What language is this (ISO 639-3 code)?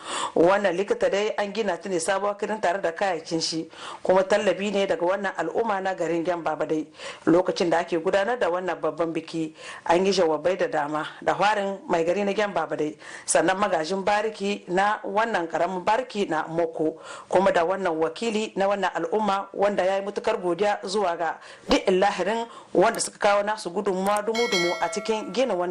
hau